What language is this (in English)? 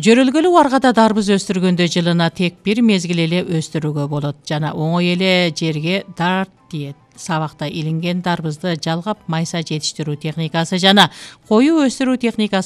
Kyrgyz